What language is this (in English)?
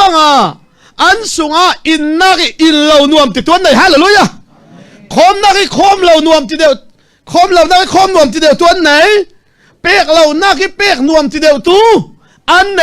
Falam Chin